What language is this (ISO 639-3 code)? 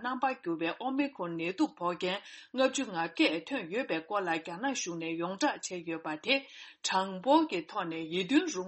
bod